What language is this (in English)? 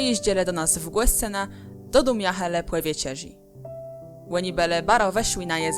Kashubian